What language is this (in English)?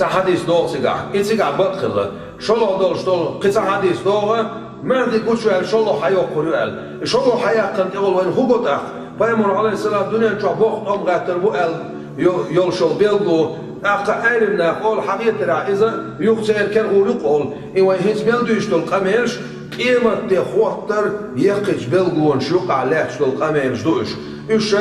Chechen